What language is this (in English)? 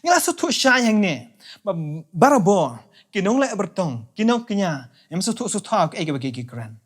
Khasi